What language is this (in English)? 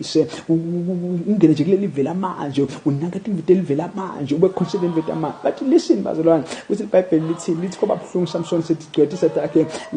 Zulu